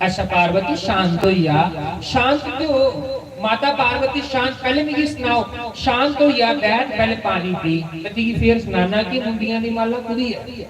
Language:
Dogri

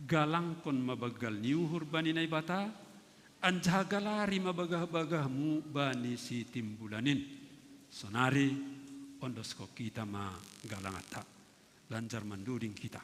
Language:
Batak Simalungun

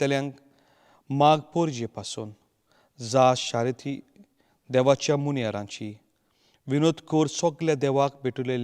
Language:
Konkani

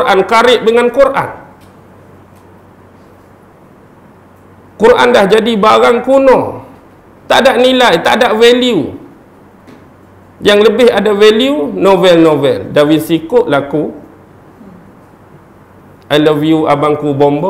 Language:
Malay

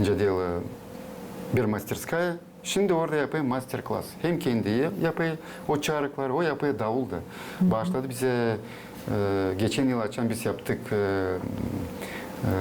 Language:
Gagauz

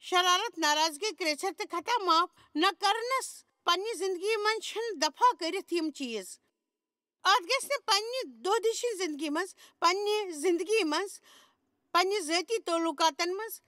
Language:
Kashmiri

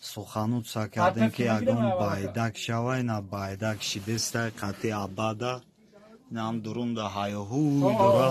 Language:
Tajik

